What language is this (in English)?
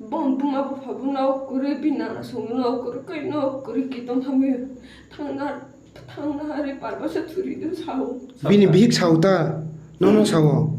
Kok Borok